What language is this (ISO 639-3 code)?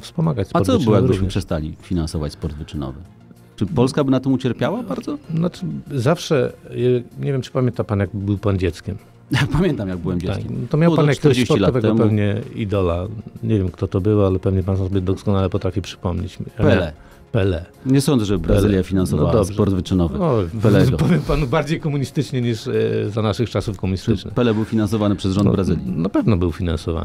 pol